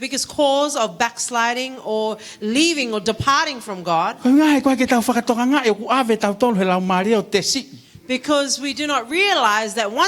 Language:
Tongan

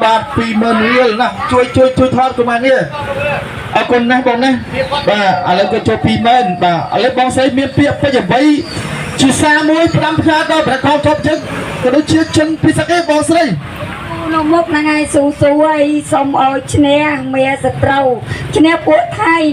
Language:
Khmer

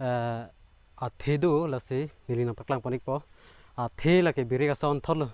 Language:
Karbi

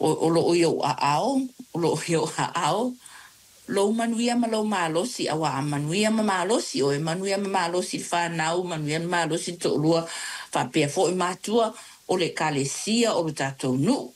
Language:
Samoan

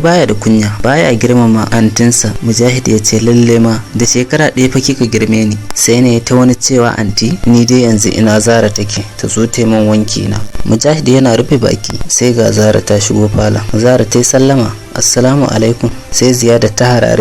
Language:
Hausa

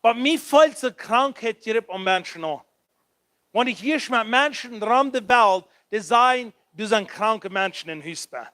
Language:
Plautdietsch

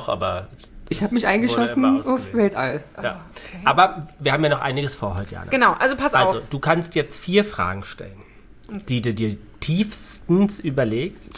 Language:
German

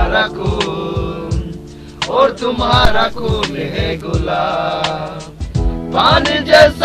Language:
Adi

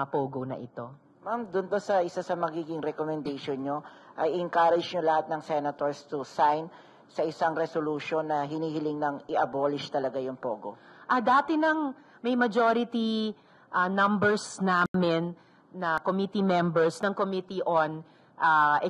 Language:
Filipino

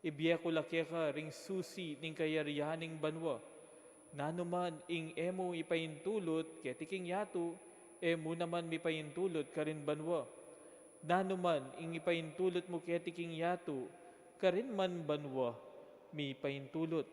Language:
Pampanga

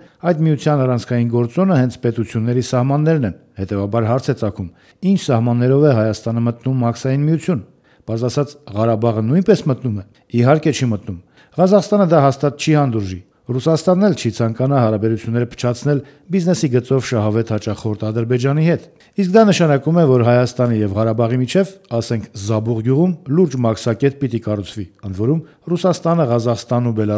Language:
Armenian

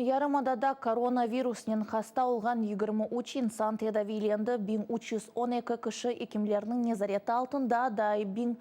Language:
Crimean Tatar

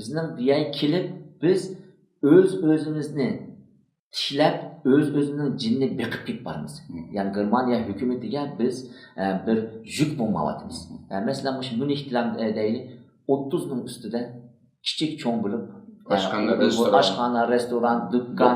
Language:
Uyghur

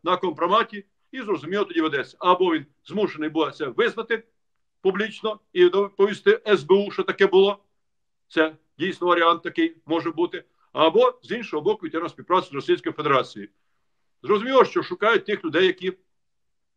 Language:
Ukrainian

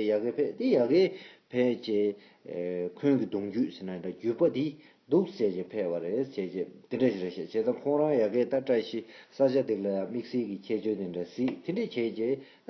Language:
Tibetan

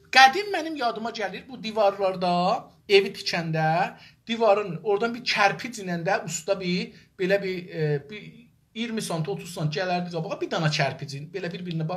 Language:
South Azerbaijani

